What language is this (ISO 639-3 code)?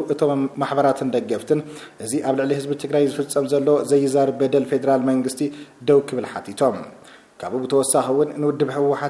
tir